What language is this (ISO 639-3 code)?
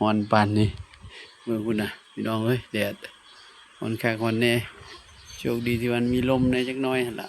tts